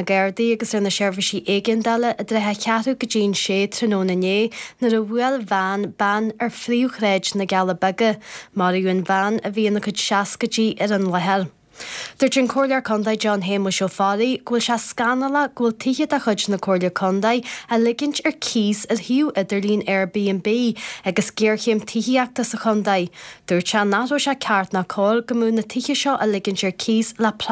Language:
Irish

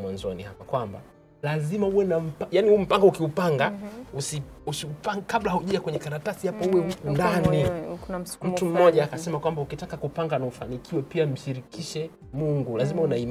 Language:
Swahili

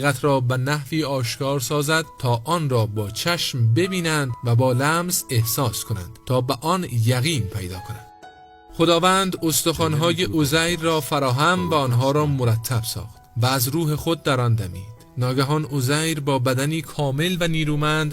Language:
Persian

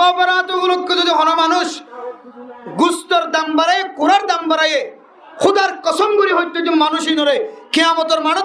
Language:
Rohingya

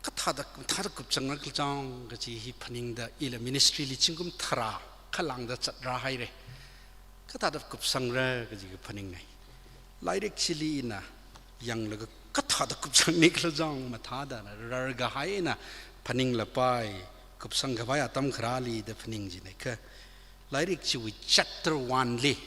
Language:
Tangkhul Naga (India)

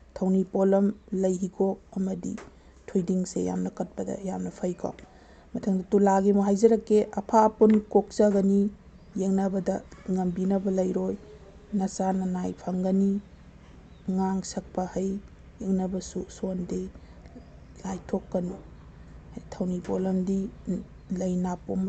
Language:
Manipuri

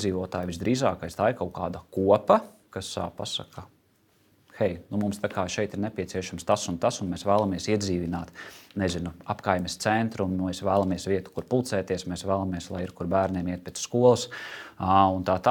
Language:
Latvian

